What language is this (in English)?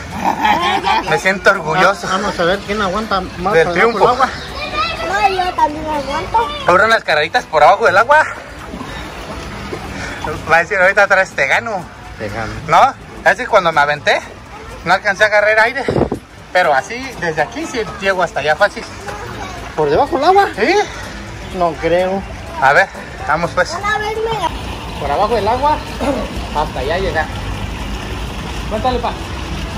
Spanish